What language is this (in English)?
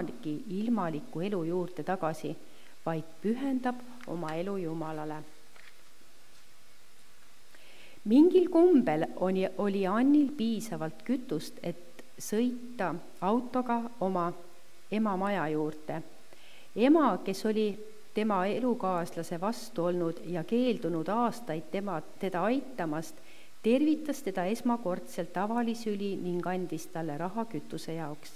Estonian